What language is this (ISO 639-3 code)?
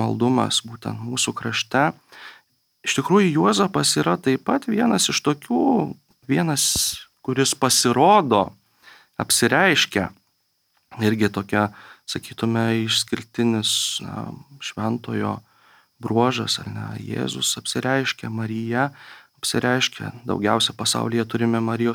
lit